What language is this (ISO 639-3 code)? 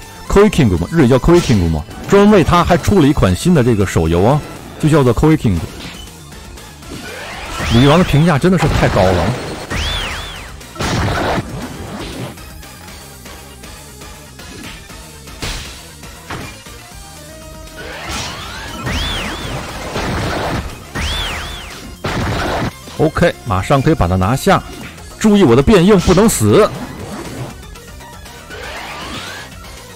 zho